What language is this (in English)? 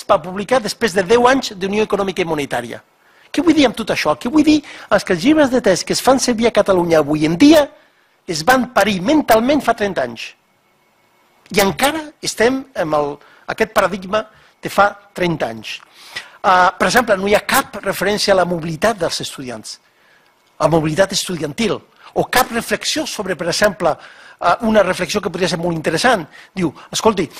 Catalan